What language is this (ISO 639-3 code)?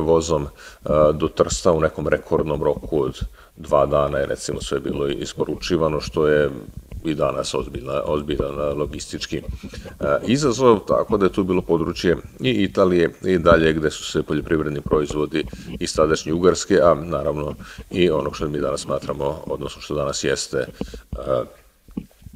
srp